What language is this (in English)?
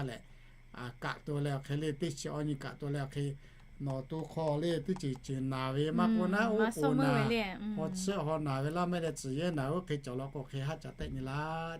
Lahu